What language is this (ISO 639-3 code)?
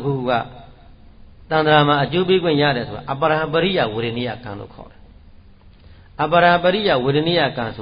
mya